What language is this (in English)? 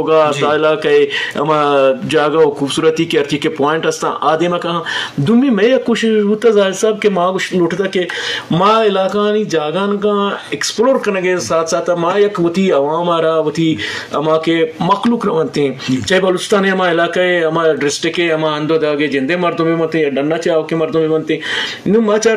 Baluchi